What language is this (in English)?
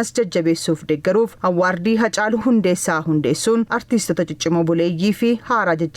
Oromo